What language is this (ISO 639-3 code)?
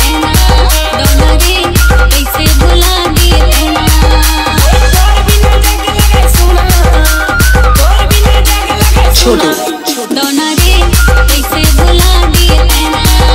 hne